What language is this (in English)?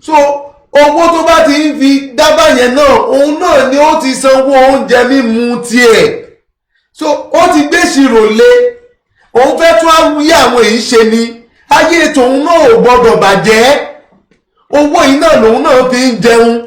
Yoruba